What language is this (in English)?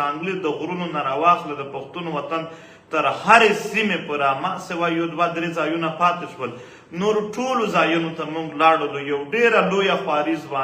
Pashto